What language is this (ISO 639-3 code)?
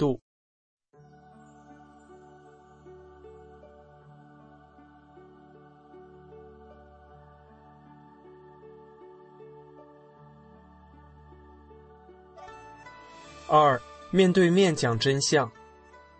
zho